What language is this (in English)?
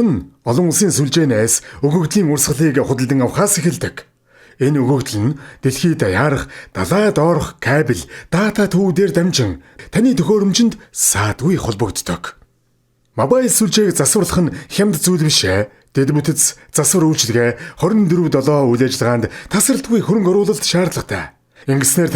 Mongolian